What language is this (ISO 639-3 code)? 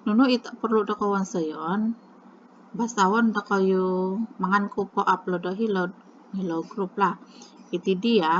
dtp